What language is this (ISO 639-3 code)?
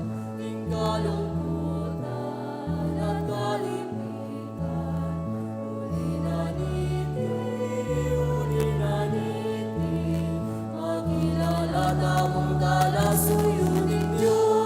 pam